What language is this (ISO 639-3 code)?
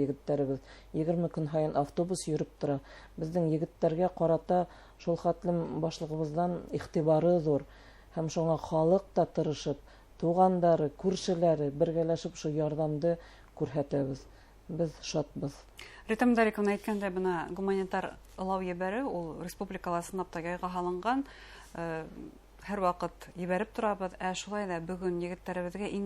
bak